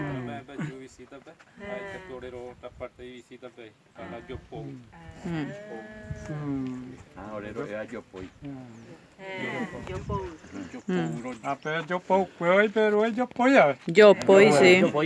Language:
Guarani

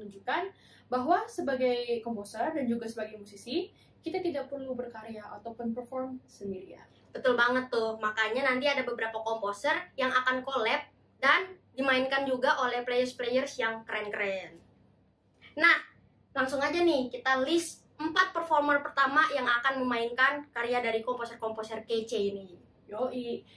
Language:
Indonesian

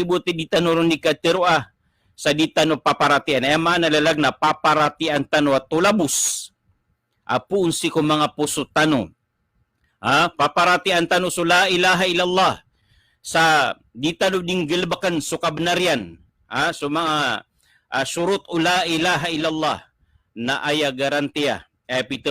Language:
Maranao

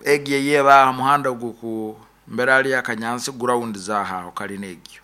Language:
Nyoro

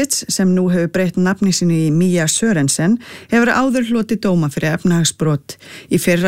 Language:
Icelandic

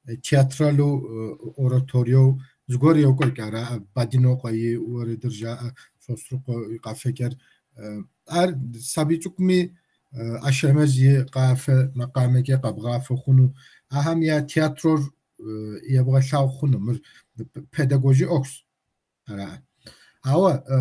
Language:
Kabardian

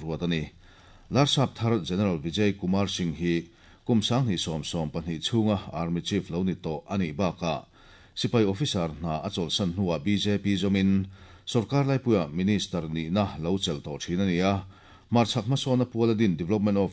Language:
Mizo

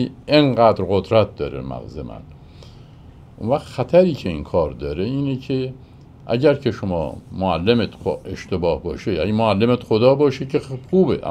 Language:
Persian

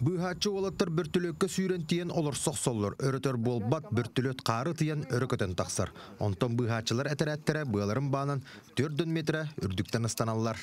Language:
Yakut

